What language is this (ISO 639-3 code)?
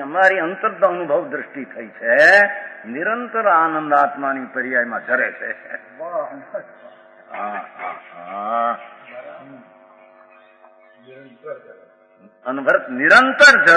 guj